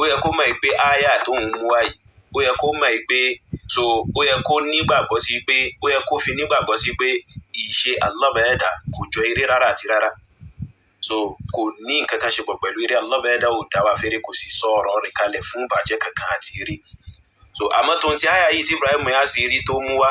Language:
Yoruba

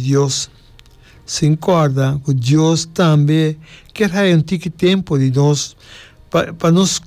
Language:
Papiamento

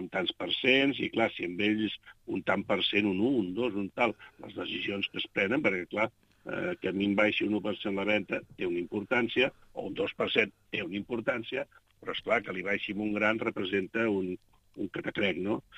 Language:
Catalan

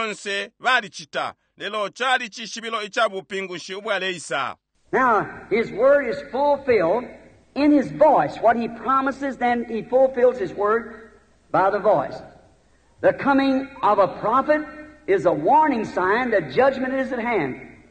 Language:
Bemba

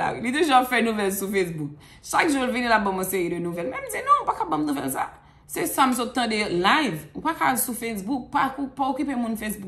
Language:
Haitian Creole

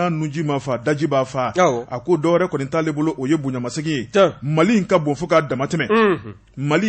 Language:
Bambara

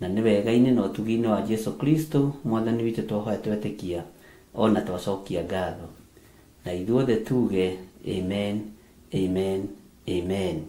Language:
Kikuyu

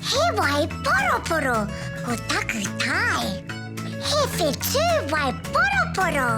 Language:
Māori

